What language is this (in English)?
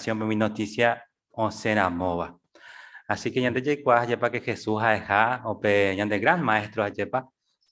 Guarani